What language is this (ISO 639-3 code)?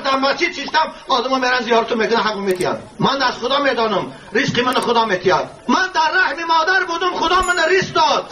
tgk